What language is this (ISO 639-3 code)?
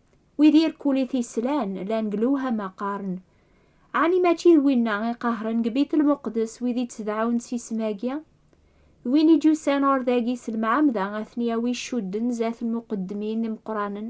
kab